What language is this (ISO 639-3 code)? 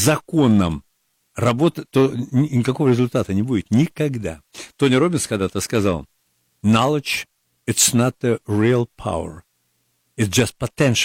rus